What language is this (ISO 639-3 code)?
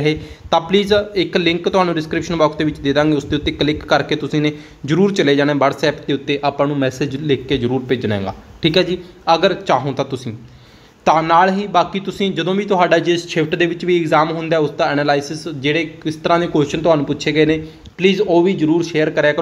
pan